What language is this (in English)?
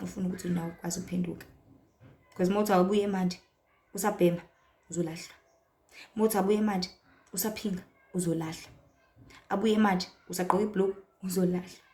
Zulu